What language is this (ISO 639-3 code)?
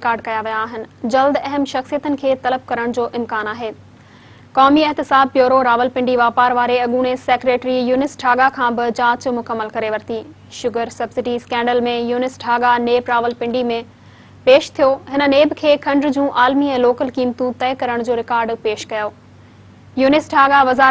snd